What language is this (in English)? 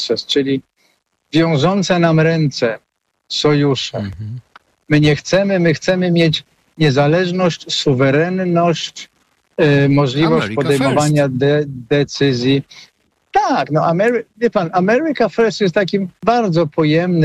Polish